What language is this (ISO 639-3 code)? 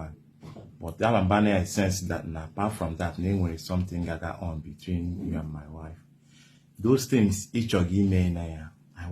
ibo